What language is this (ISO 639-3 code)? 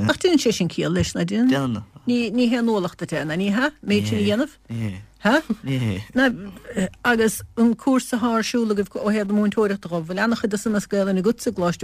gle